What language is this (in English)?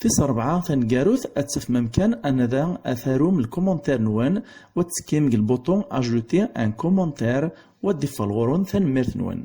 Kabyle